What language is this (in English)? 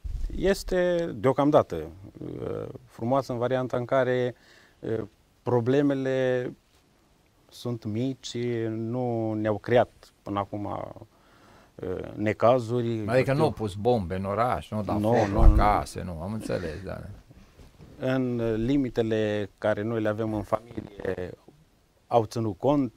Romanian